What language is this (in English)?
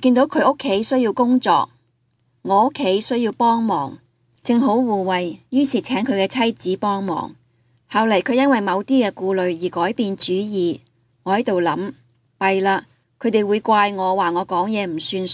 Cantonese